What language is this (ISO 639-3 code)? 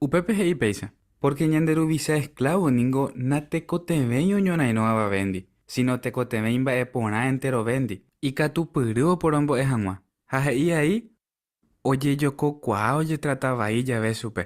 grn